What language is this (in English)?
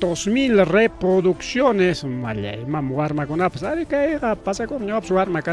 Ayacucho Quechua